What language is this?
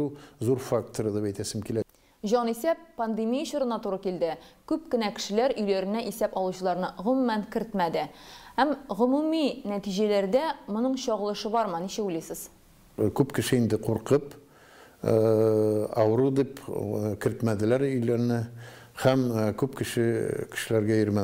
Tatar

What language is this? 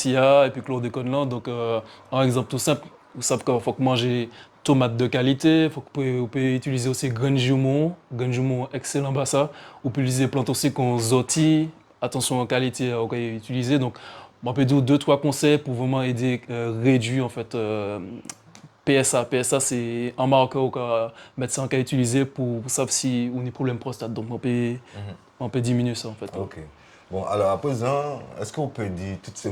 Guadeloupean Creole French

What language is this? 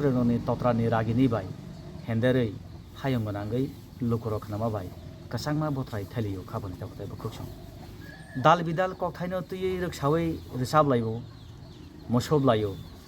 Kok Borok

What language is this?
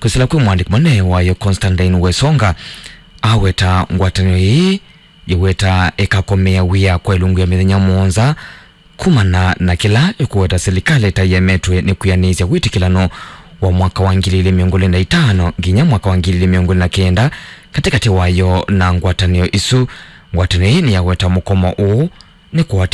Kamba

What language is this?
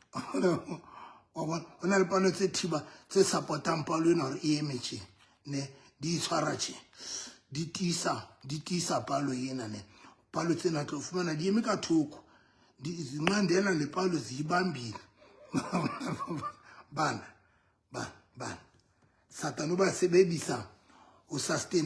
Southern Sotho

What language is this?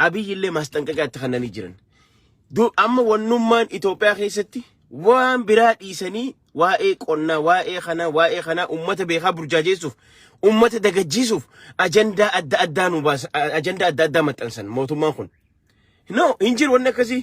Oromo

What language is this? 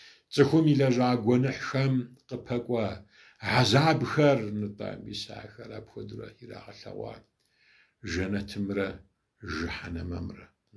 Kabardian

